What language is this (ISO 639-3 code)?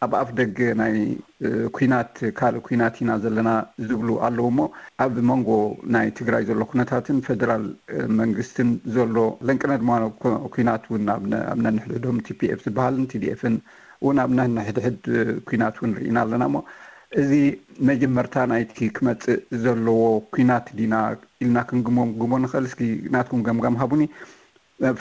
tir